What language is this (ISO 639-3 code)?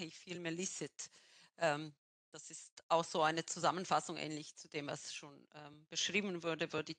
deu